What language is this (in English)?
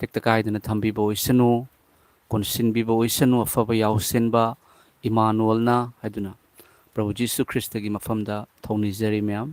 Manipuri